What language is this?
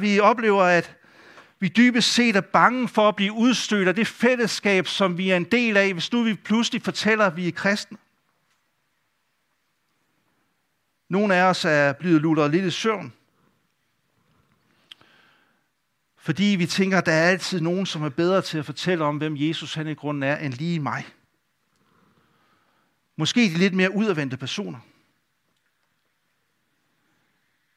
Danish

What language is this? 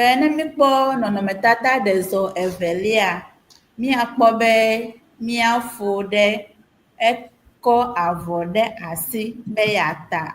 Ewe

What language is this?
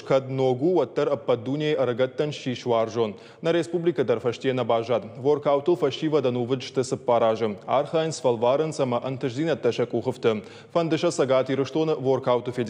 Ossetic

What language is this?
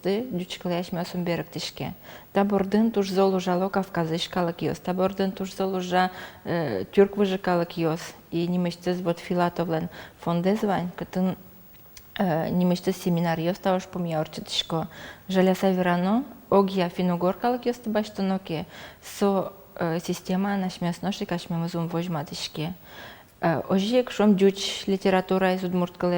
Udmurt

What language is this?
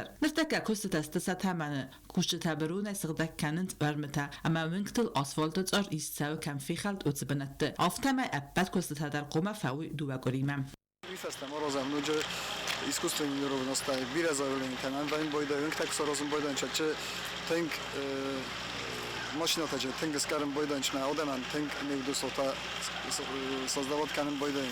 Ossetic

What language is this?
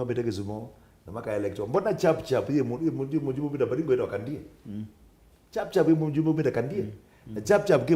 Kamba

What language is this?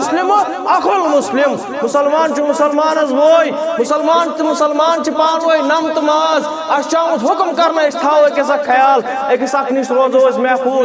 Kashmiri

